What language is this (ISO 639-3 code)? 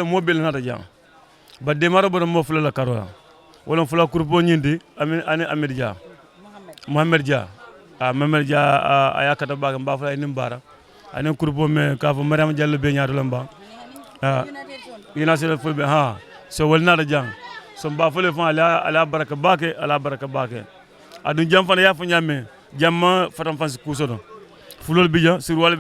ful